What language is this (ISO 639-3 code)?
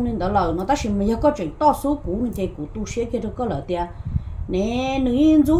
hmn